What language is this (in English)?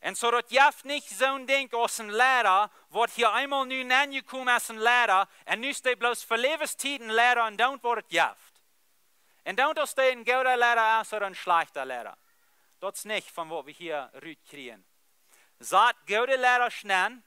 Plautdietsch